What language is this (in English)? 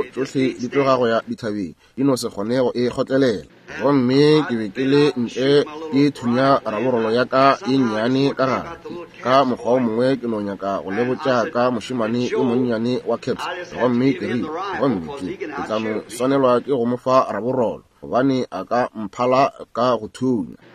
Northern Sotho